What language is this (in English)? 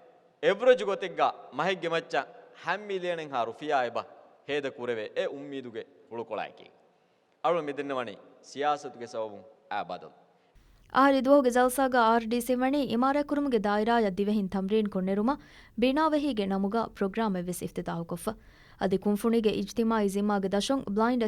Divehi